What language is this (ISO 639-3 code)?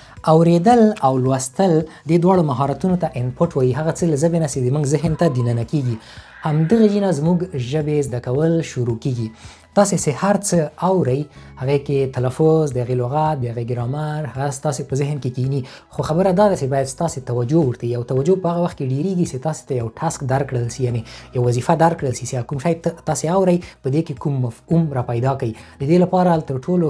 pus